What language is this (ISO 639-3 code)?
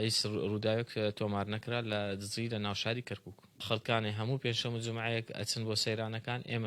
ckb